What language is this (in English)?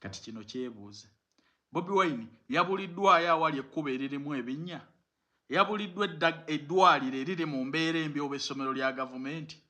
Ganda